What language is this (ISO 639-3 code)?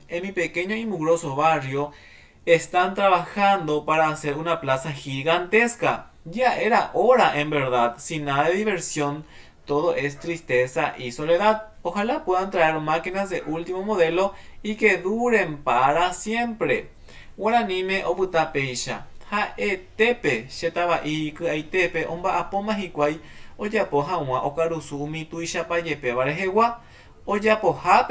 grn